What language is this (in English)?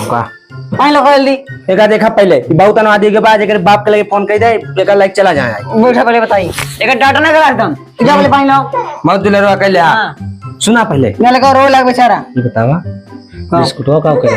Awadhi